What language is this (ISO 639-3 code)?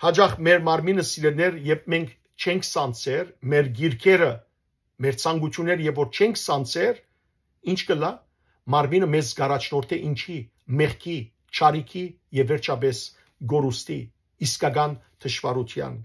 hyw